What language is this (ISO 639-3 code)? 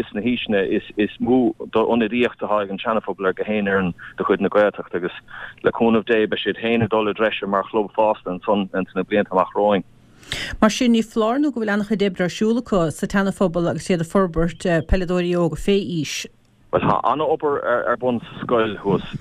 gle